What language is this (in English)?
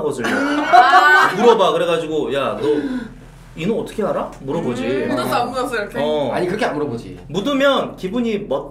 Korean